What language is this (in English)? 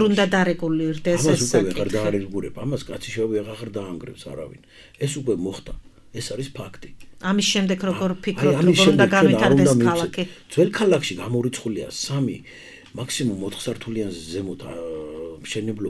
Georgian